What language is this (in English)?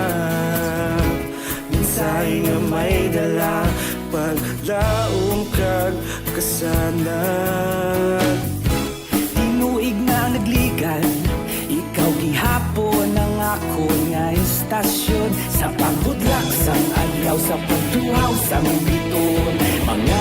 Hiligaynon